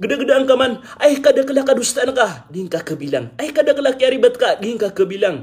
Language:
Maranao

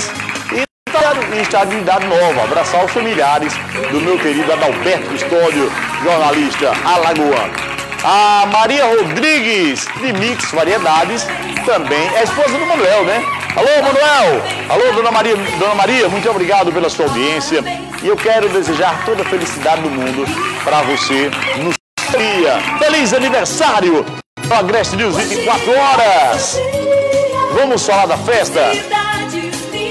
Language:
Portuguese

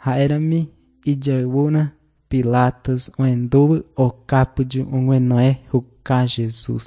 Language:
Guarani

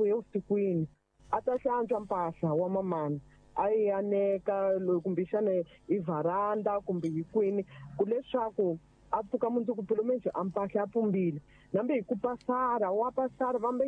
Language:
Tsonga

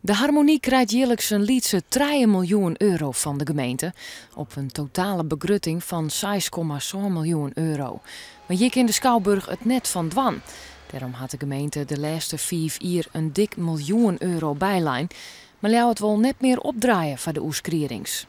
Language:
Western Frisian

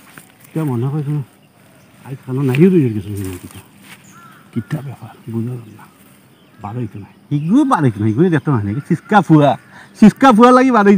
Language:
Sylheti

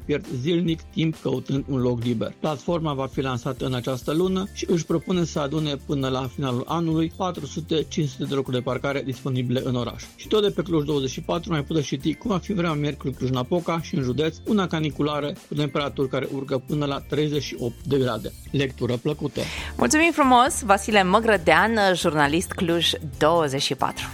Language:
Romanian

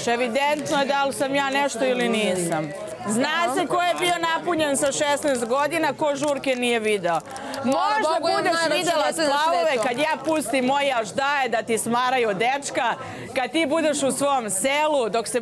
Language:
Serbian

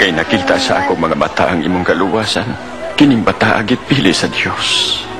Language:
Cebuano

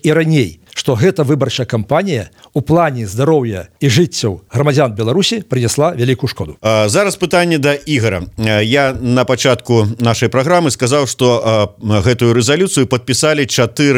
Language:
Belarusian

